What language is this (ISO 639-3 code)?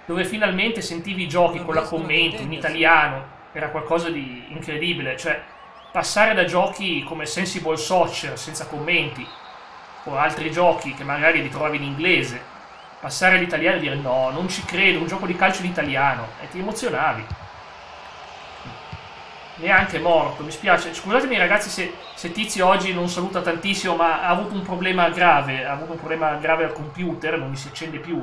ita